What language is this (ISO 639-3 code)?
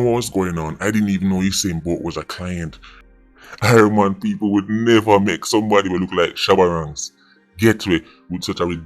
jam